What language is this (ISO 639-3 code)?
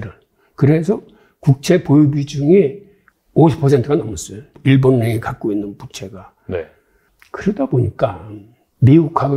kor